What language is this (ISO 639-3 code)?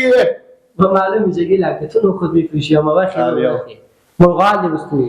fas